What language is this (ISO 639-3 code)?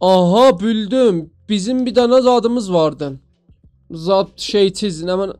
azb